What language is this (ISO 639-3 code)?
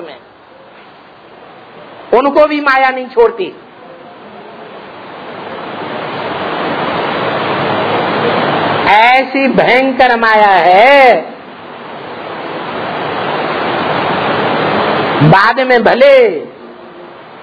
hin